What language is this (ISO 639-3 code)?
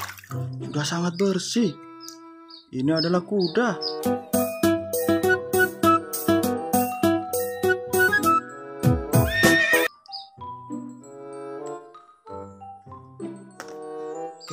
ind